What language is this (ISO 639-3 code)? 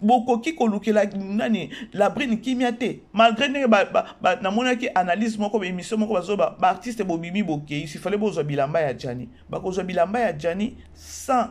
lin